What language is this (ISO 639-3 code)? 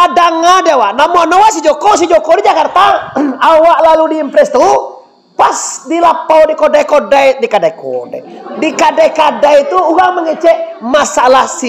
min